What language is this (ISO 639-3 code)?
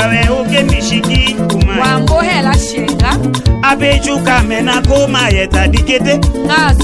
tll